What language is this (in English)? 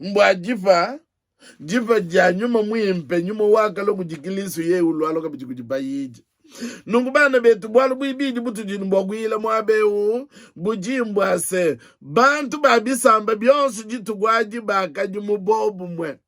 Luba-Lulua